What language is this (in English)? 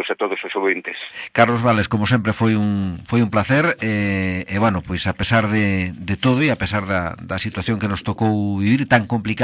Galician